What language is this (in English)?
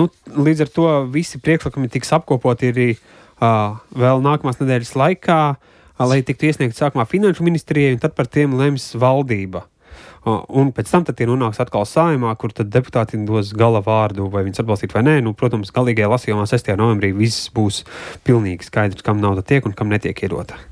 Latvian